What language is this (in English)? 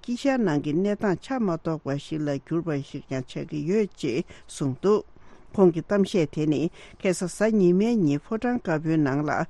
Tibetan